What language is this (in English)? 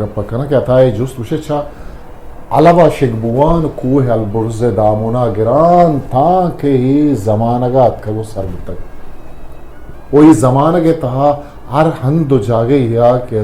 Eastern Balochi